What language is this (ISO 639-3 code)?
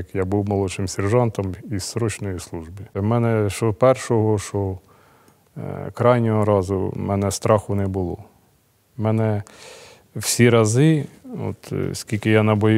ukr